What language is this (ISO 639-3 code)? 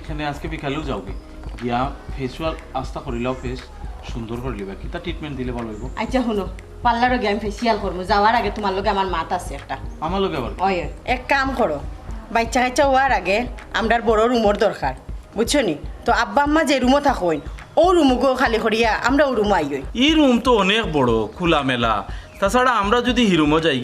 syl